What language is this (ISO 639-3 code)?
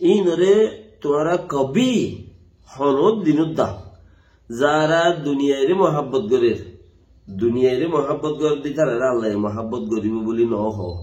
rhg